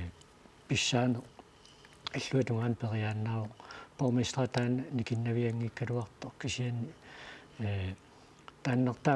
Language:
Kalaallisut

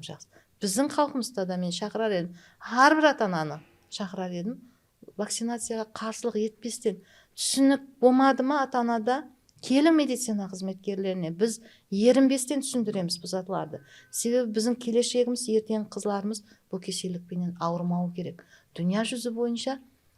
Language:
Kara-Kalpak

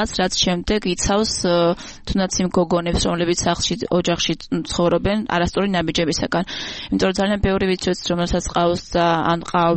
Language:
Georgian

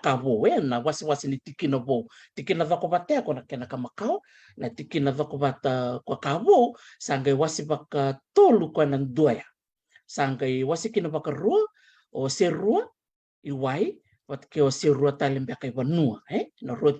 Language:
Fijian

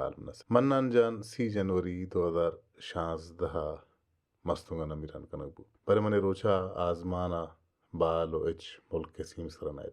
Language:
Baluchi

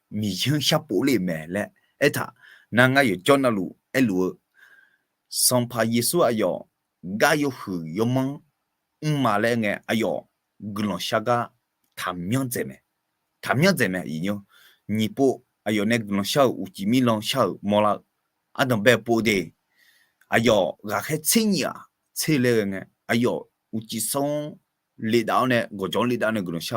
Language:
Akha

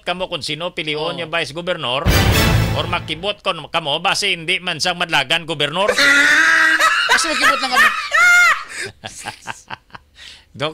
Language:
Hiligaynon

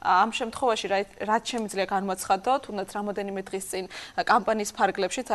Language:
Georgian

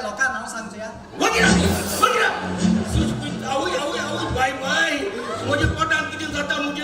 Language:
Konkani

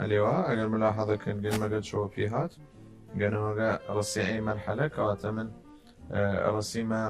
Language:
Southern Kurdish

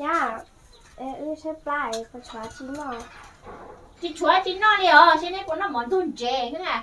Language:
Hmong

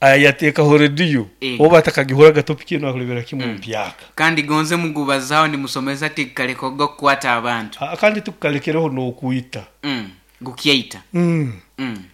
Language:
Nyoro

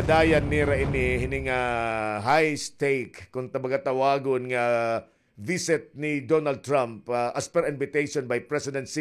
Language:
Waray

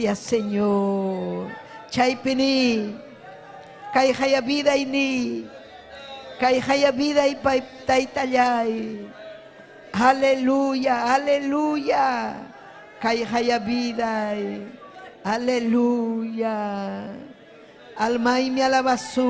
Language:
Ayacucho Quechua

